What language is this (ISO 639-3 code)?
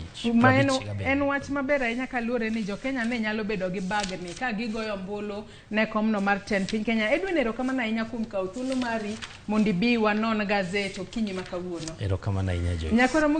luo